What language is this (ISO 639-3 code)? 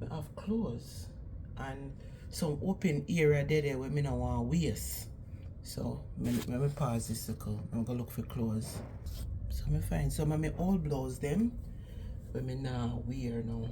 jam